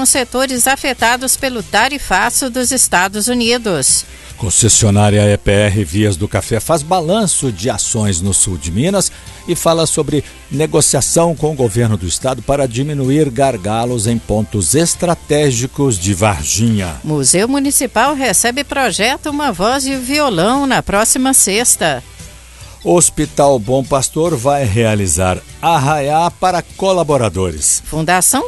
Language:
Portuguese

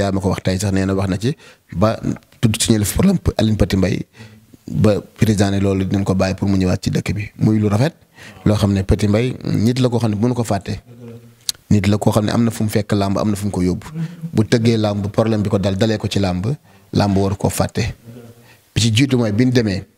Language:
Wolof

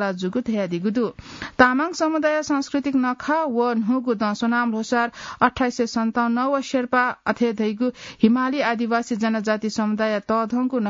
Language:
Newari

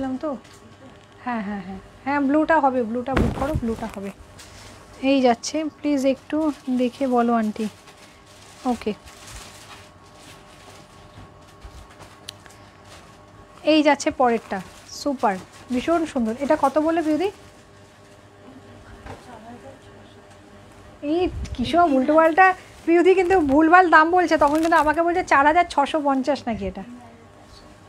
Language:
Bangla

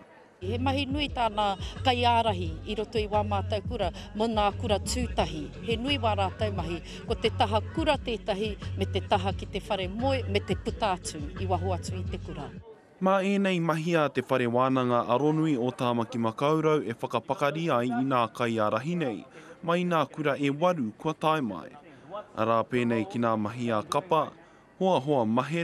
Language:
Māori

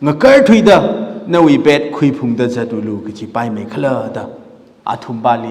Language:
Tangkhul Naga (India)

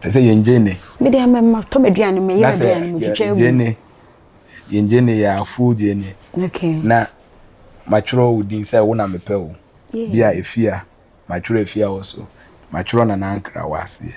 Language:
Akan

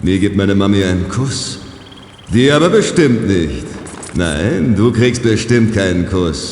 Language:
Bavarian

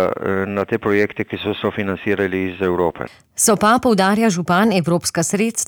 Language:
Slovenian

